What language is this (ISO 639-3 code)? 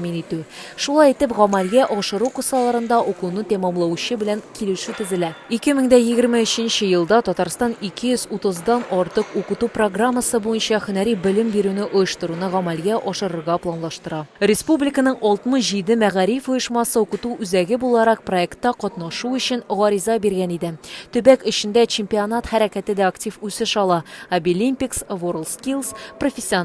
tat